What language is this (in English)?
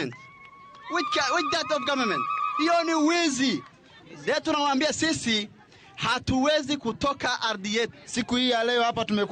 Gusii